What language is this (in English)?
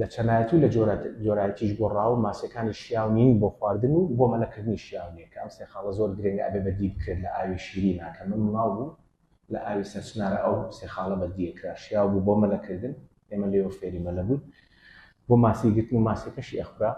Central Kurdish